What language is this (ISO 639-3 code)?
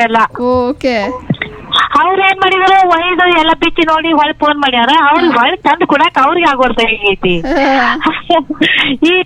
kan